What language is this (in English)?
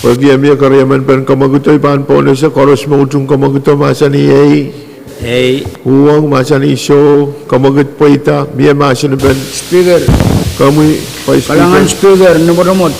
Pohnpeian